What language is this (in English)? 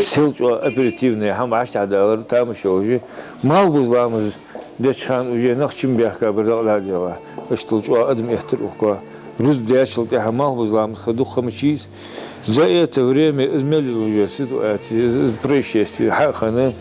Ingush